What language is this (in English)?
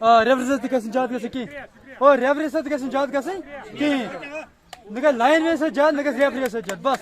Kashmiri